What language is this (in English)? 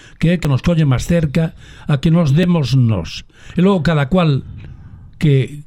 Galician